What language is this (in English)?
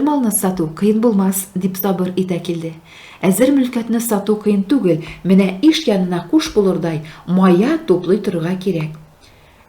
Tatar